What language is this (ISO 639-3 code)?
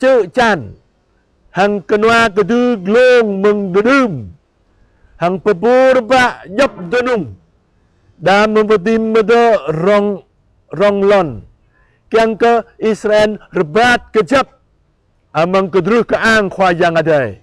jra